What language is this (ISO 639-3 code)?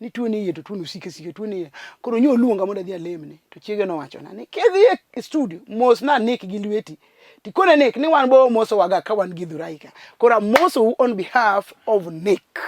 luo